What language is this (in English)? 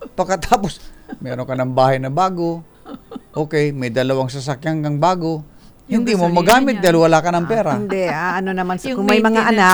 Filipino